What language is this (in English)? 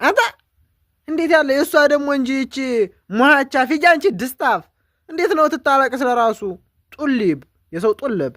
Amharic